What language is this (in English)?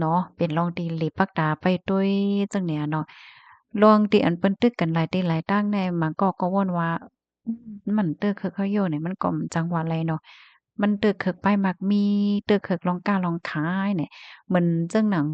Shan